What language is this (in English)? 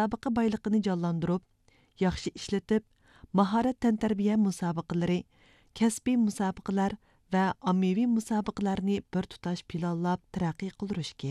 Uyghur